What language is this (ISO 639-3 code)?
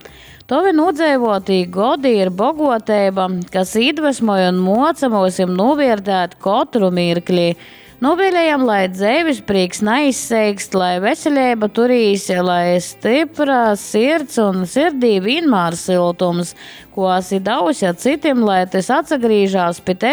ltg